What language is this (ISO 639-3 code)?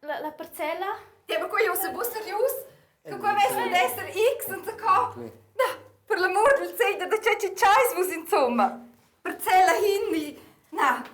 roh